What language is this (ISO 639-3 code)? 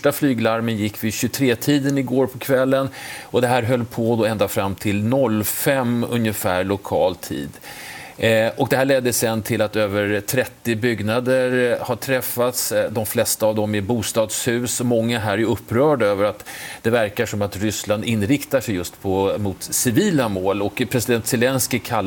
swe